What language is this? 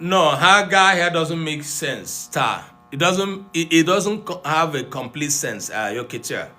Igbo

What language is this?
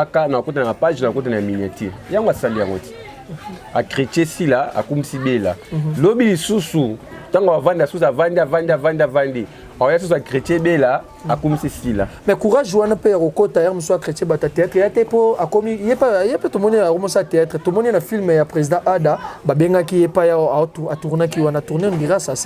Lingala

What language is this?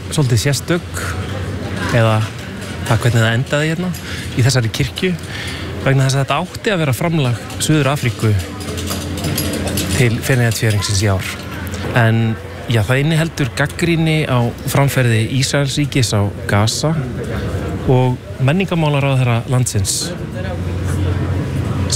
Icelandic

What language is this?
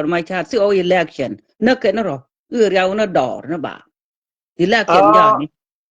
Nuer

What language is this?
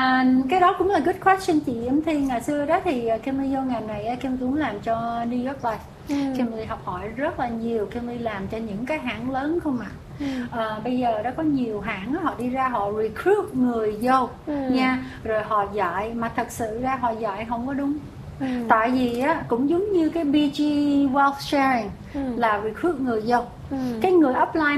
Vietnamese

